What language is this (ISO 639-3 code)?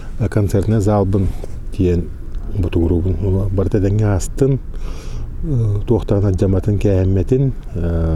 sah